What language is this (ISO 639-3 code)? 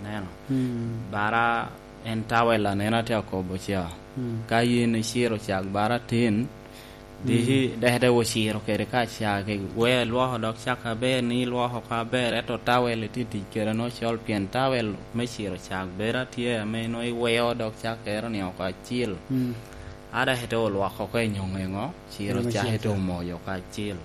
laj